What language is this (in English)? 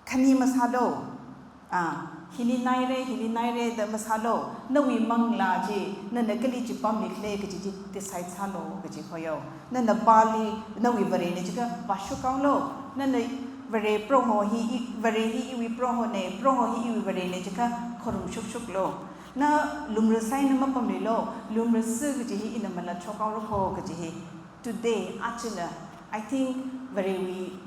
Tangkhul Naga (India)